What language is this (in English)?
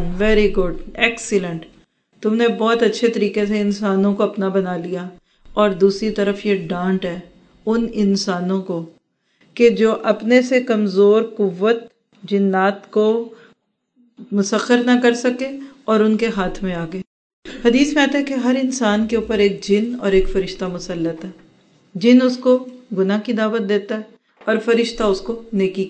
Urdu